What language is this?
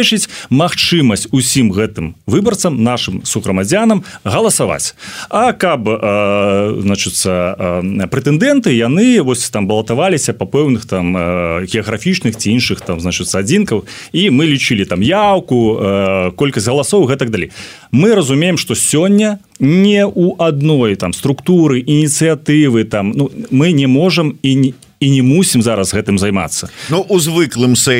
Belarusian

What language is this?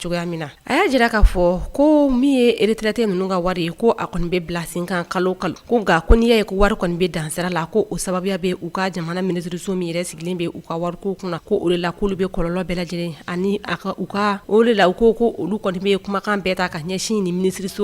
Bambara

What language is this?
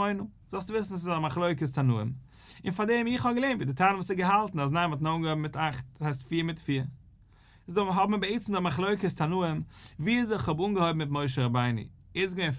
Yiddish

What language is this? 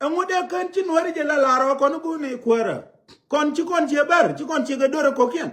Nuer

